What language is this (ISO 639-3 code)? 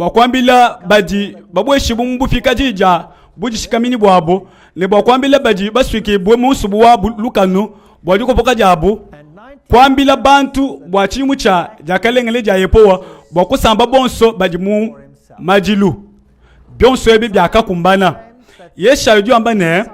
lua